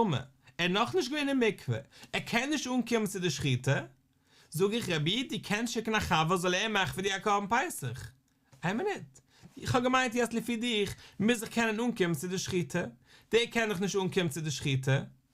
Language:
Yiddish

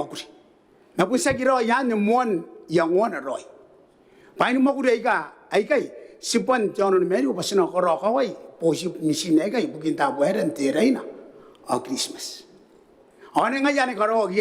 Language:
Gilbertese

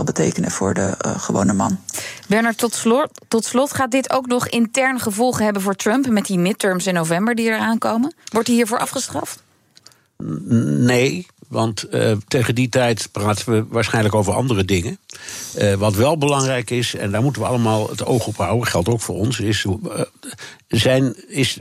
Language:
Dutch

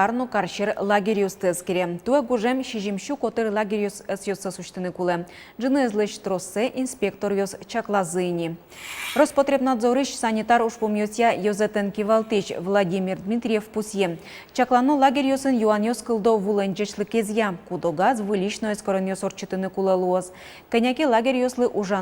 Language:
Udmurt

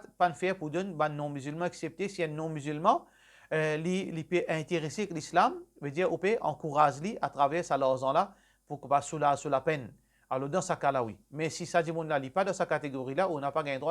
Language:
Morisyen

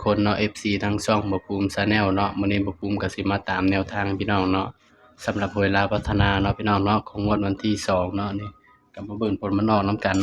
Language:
Northeastern Thai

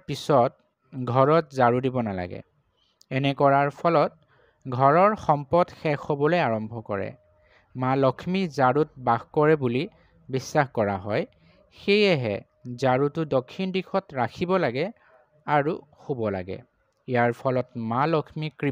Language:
Assamese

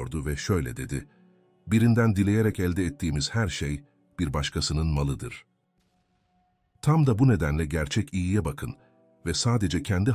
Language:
Turkish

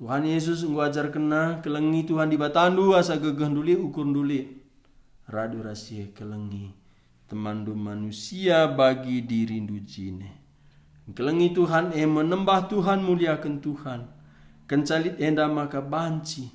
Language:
Batak Karo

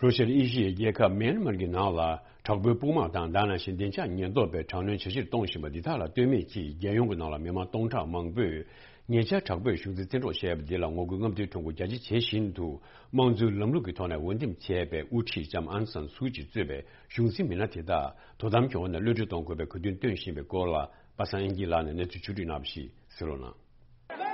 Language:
Tibetan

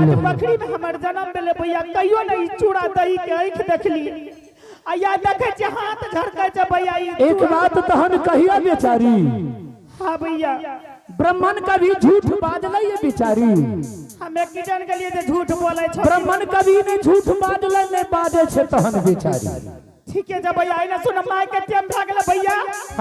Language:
Angika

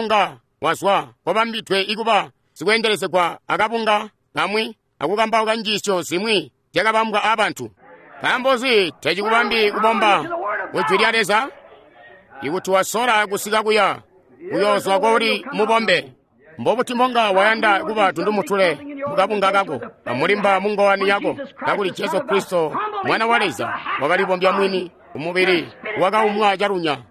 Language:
Tonga (Zambia)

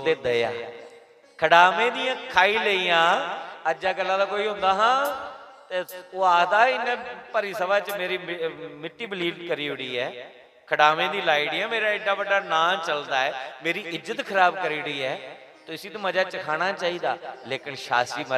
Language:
Dogri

